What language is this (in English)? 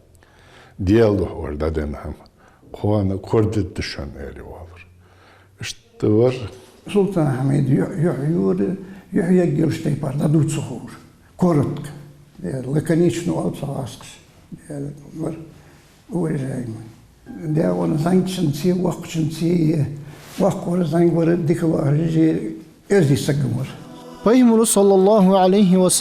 Ingush